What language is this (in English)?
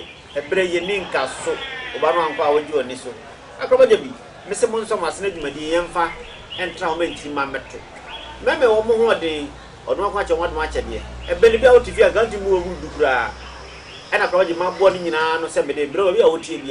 Akan